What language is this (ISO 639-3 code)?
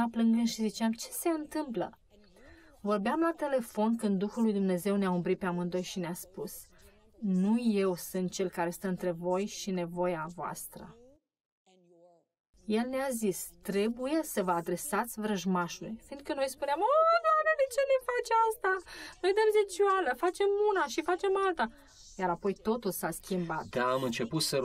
ron